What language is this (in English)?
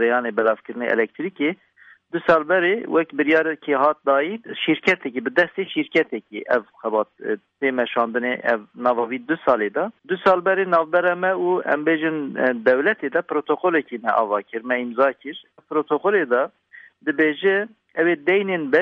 Kurdish